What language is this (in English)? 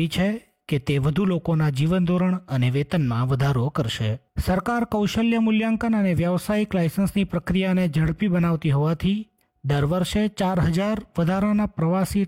Gujarati